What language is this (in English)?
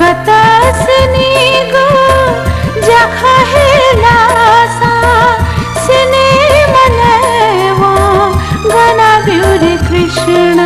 Newari